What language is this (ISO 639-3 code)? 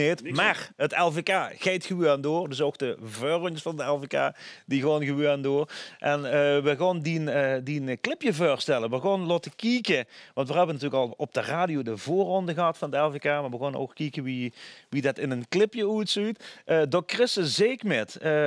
lim